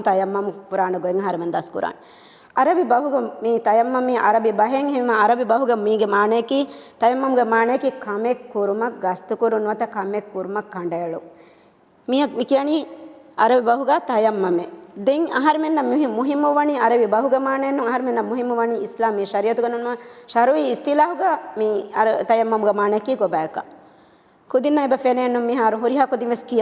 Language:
Divehi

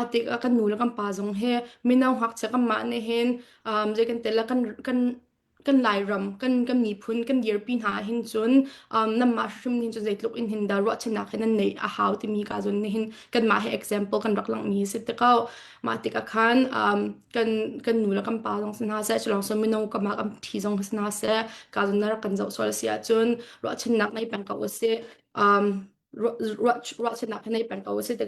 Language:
Hakha Chin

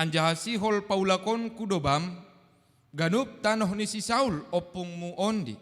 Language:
Batak Simalungun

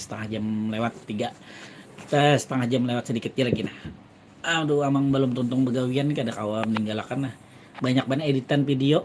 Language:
Banjar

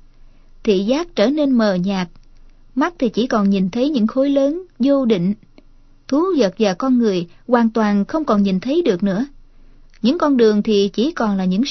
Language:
Vietnamese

